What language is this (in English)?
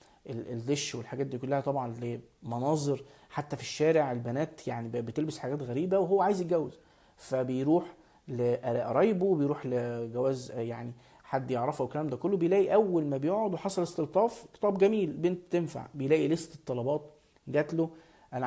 Egyptian Arabic